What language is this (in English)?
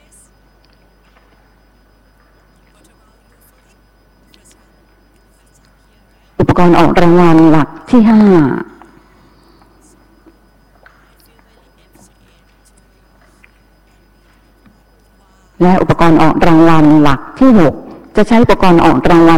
Thai